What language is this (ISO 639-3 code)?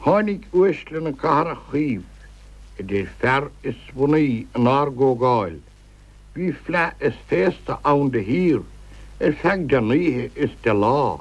gle